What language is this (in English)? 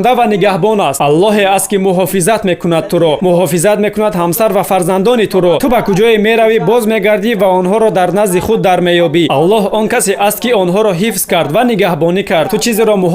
Tajik